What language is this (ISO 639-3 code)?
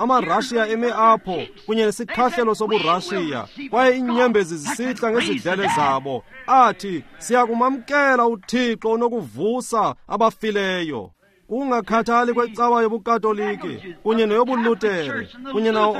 xho